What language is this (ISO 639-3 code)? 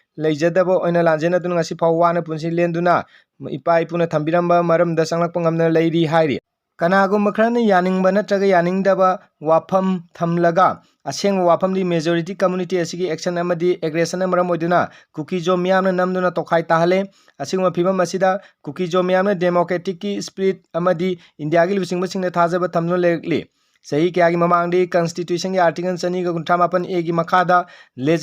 mni